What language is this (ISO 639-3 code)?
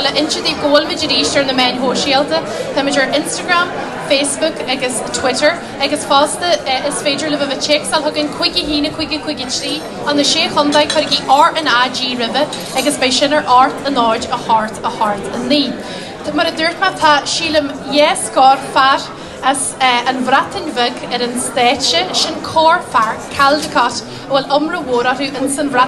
gle